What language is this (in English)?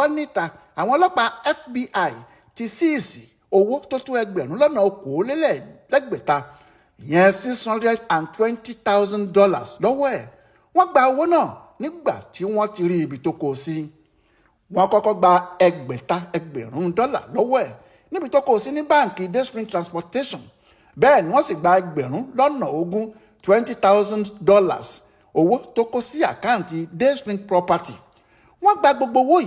Yoruba